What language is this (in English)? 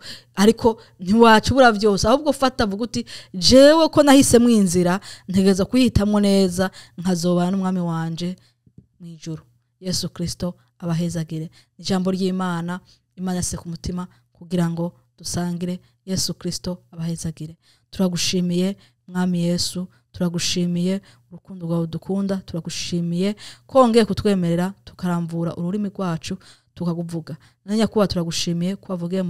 Rundi